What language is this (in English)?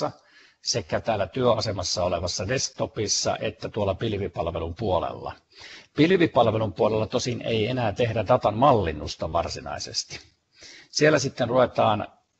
Finnish